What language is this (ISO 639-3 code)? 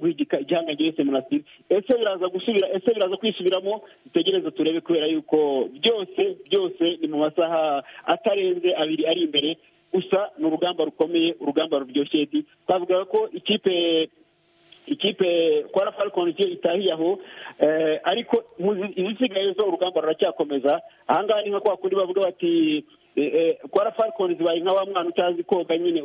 kin